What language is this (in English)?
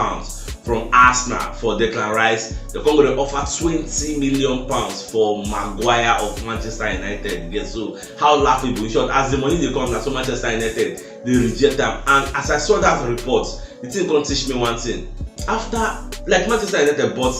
Nigerian Pidgin